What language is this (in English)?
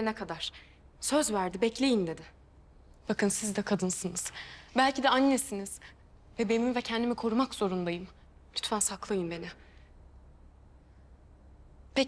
Turkish